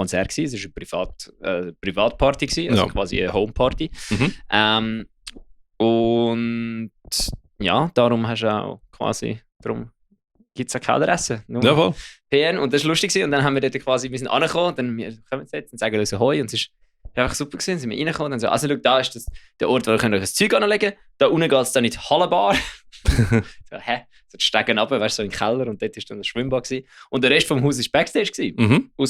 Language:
Swiss German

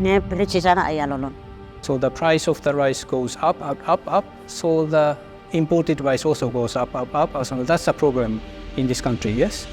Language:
Tetum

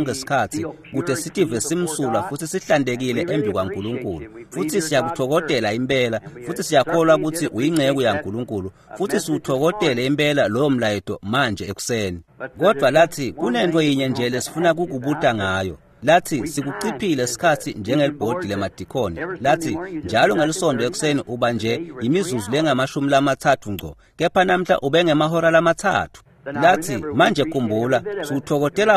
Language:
Swati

